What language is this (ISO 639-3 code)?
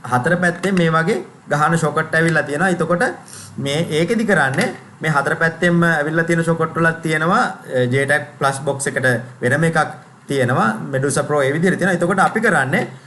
sin